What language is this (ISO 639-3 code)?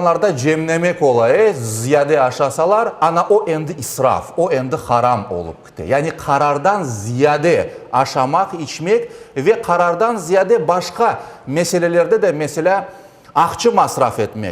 crh